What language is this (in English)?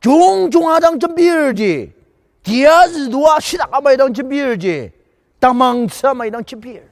Ao Naga